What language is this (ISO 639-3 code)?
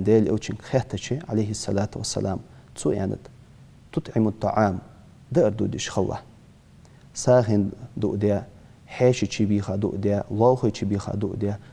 inh